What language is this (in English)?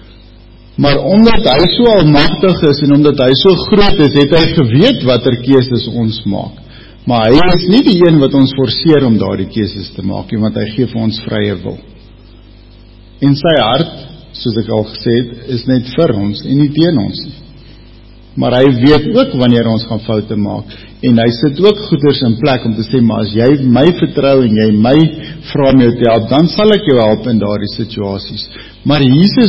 Afrikaans